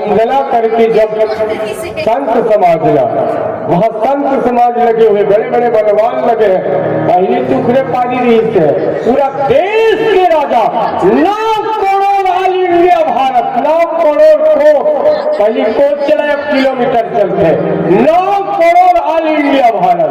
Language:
Chhattisgarhi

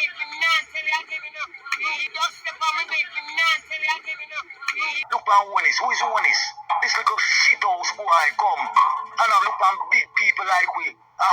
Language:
Jamaican Creole English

